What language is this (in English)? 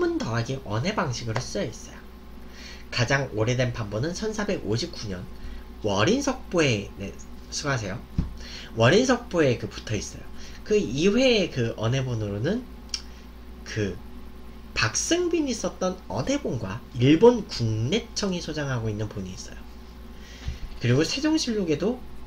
Korean